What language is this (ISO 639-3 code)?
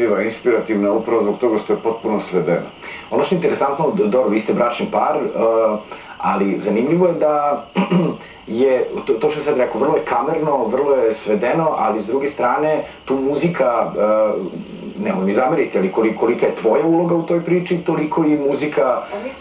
srp